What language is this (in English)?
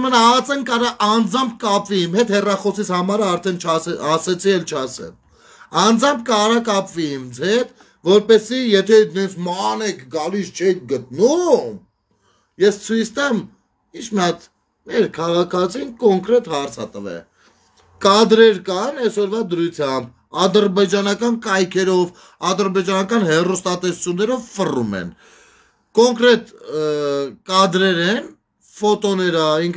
Armenian